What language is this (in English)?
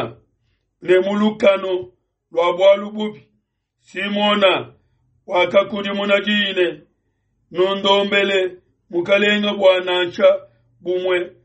Luba-Lulua